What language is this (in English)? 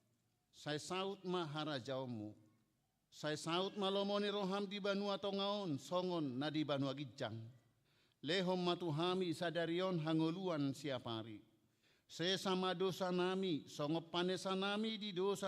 Batak Toba